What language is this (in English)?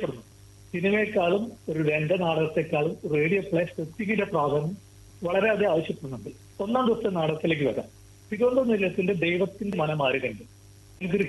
Malayalam